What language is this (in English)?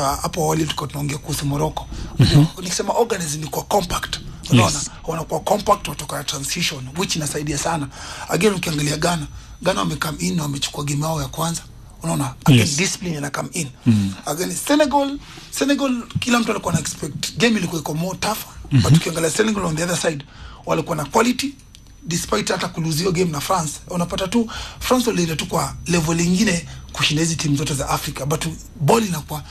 Swahili